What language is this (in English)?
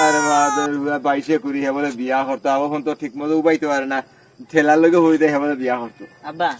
Sylheti